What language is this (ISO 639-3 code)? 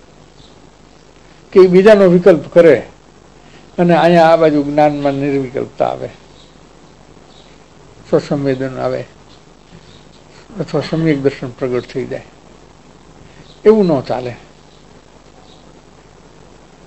guj